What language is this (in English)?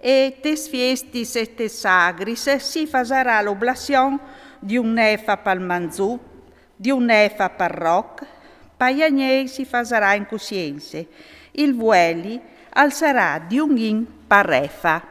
Friulian